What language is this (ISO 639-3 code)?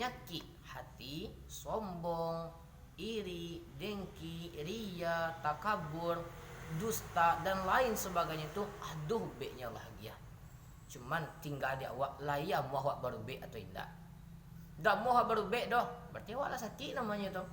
min